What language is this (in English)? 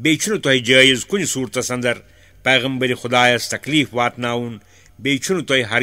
Kashmiri